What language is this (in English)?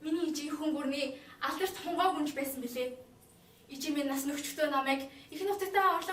Mongolian